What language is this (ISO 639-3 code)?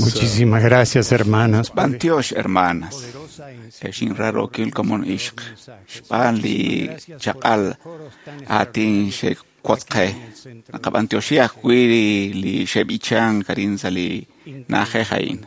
kek